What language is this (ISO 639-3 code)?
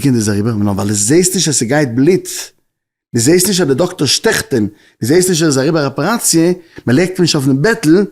yid